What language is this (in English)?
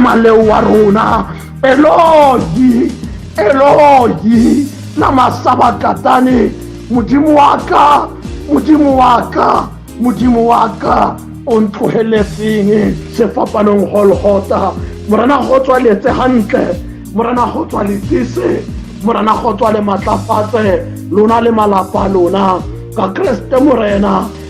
Tswana